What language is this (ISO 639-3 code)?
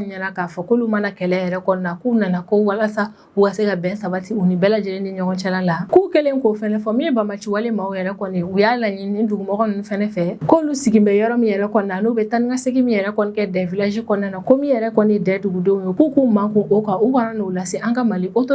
bam